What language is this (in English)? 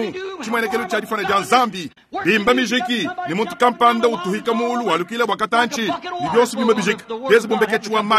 Luba-Lulua